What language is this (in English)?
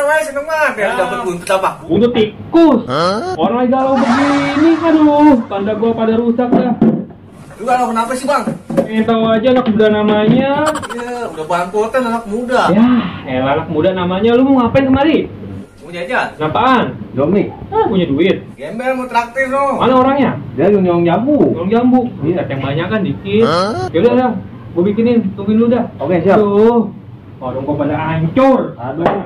Betawi